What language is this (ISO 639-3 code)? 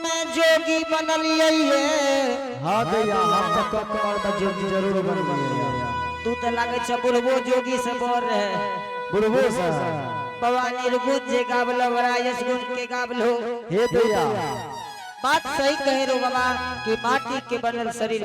anp